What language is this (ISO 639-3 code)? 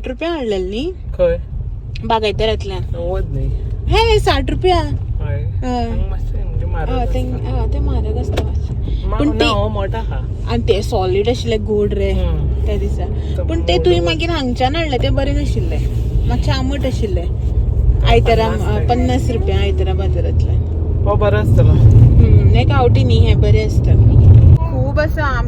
kok